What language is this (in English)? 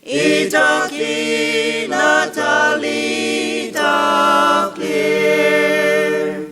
Ao Naga